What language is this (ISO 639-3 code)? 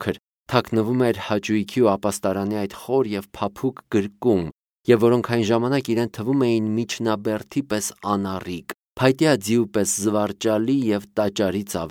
hye